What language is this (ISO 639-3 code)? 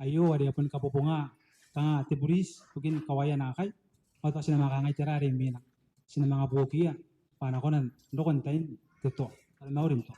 gil